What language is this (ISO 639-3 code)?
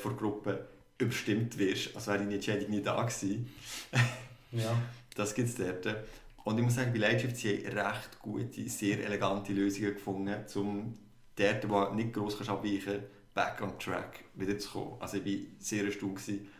gsw